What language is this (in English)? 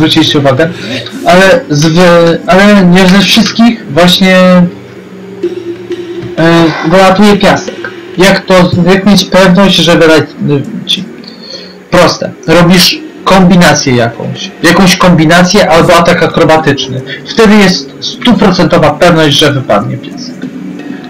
Polish